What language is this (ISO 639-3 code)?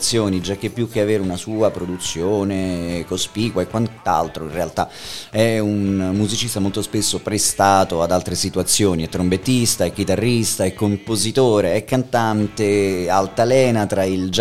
ita